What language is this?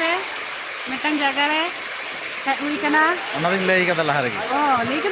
Santali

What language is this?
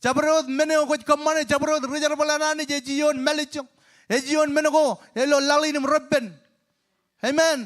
Marshallese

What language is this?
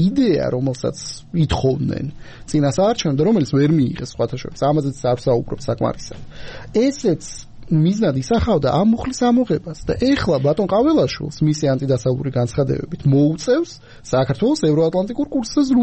Georgian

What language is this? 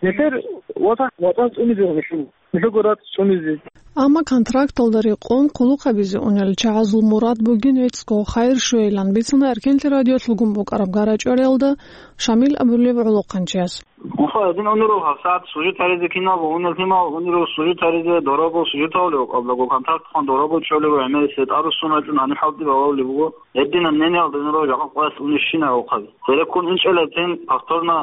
Avaric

